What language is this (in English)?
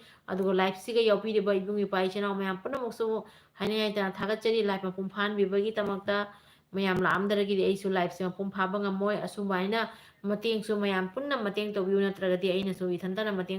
Manipuri